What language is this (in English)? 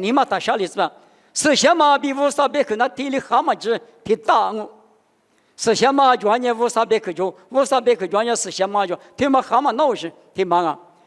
Lisu